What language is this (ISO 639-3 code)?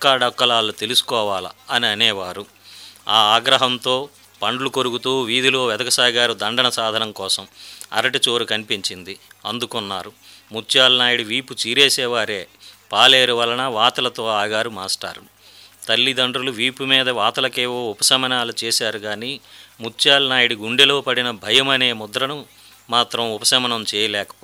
tel